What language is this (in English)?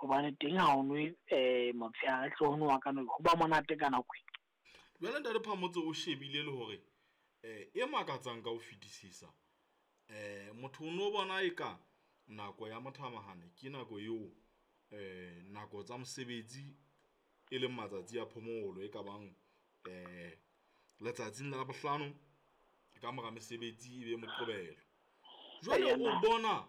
Southern Sotho